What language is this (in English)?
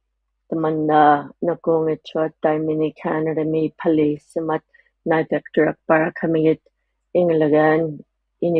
Inuktitut